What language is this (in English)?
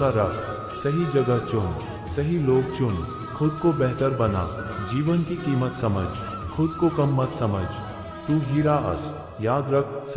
Chhattisgarhi